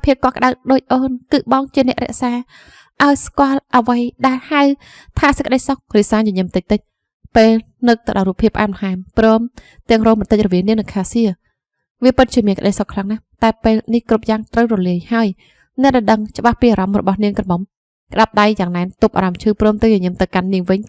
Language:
Khmer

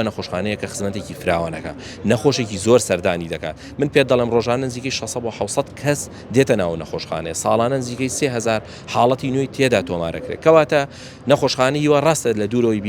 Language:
Central Kurdish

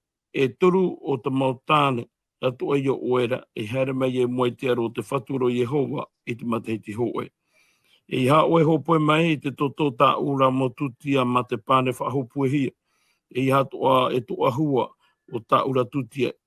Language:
Tahitian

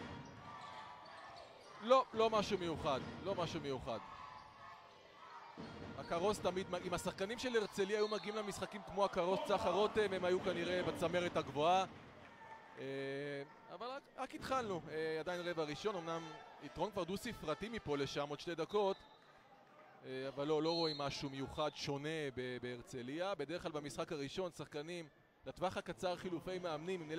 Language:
Hebrew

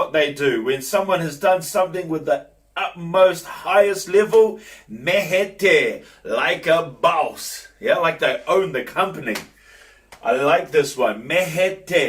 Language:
Māori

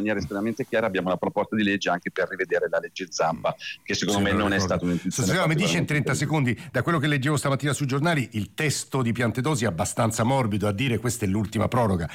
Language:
Italian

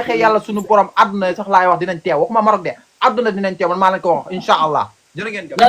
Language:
Wolof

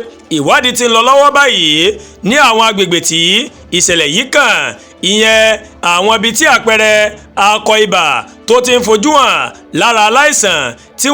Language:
Yoruba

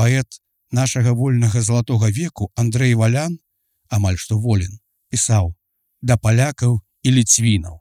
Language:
Belarusian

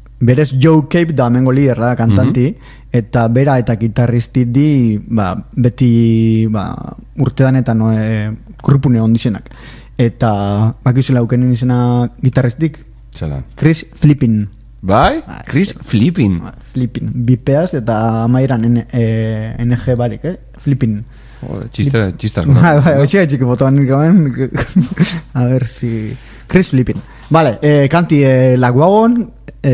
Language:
Basque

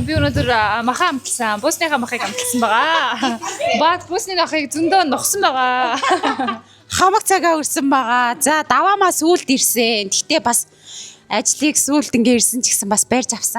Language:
Mongolian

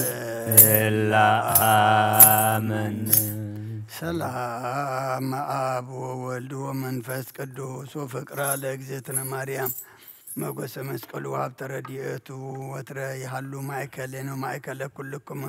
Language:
Geez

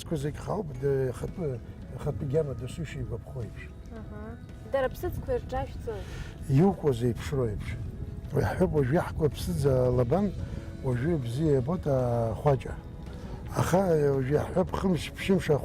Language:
Abkhazian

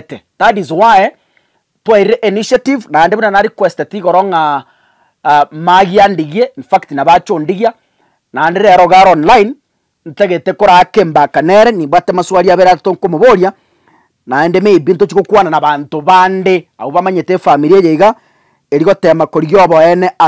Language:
Gusii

